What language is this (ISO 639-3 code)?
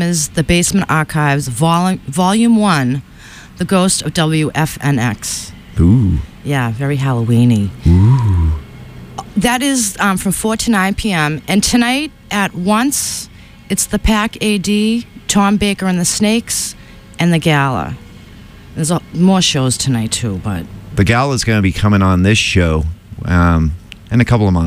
eng